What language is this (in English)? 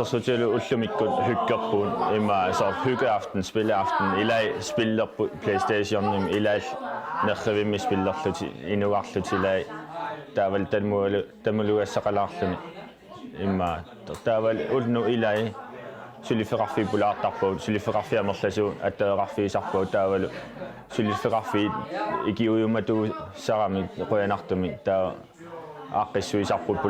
Kalaallisut